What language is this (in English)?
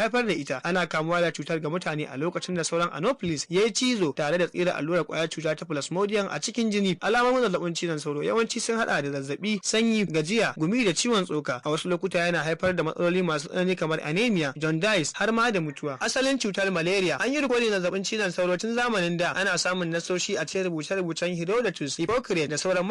Hausa